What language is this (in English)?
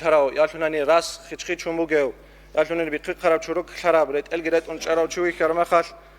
Avaric